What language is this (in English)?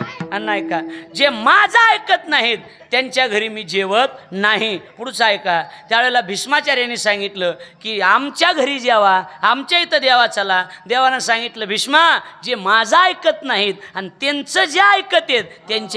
Marathi